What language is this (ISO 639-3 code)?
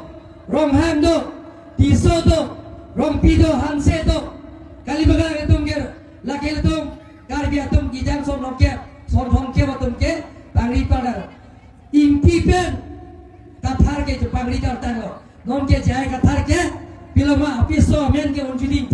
mjw